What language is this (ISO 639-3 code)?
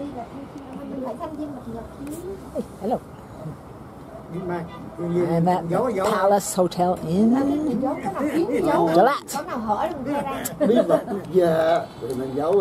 vie